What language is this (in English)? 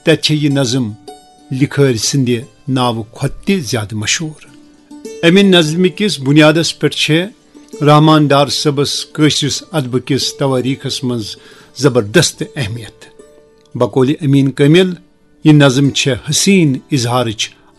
Kashmiri